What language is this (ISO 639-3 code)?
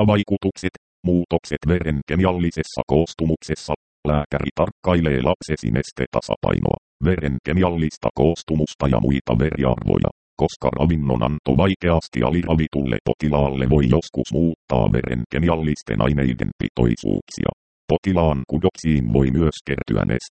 fin